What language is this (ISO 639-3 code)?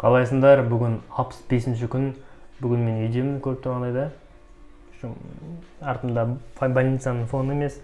kaz